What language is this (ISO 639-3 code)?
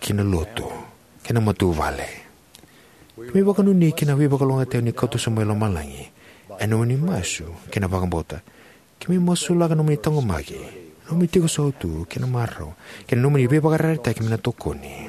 fij